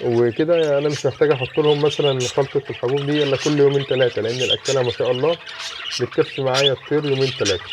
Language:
Egyptian Arabic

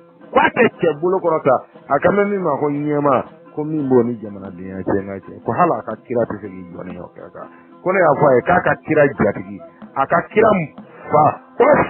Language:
Bambara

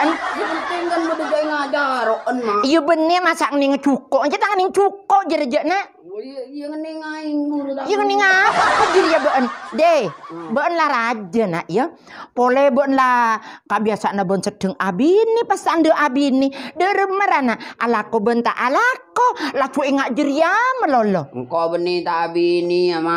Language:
Madurese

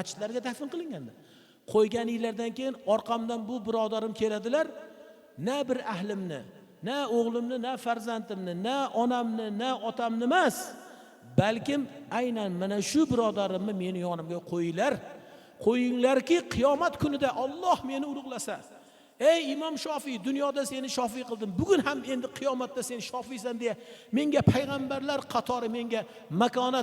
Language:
Uzbek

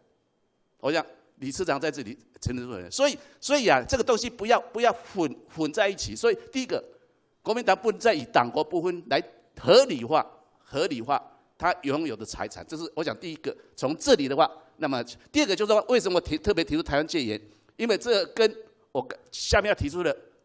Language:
Chinese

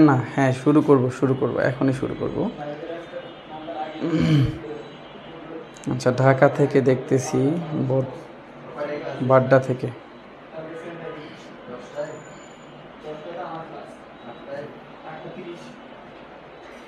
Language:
Bangla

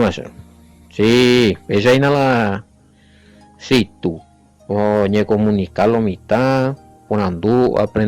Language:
Guarani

